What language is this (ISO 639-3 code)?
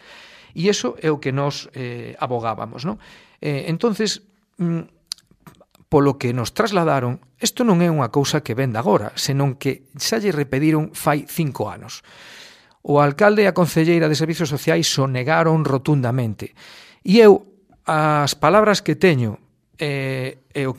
glg